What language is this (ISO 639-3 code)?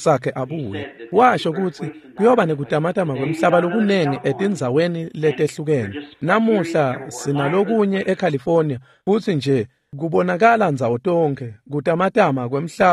ssw